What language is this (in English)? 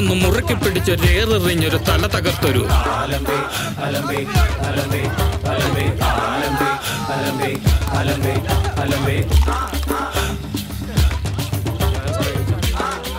Malayalam